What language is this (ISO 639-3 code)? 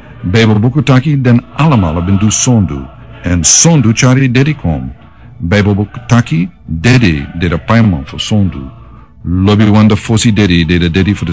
srn